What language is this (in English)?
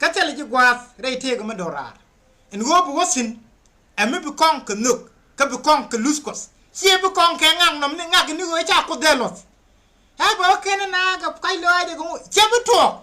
Nuer